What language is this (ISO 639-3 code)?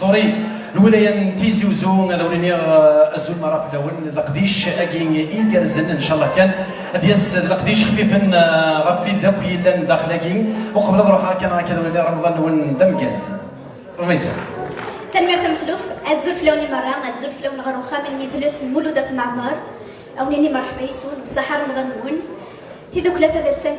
kab